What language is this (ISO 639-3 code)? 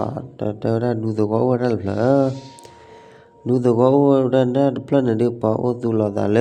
ksw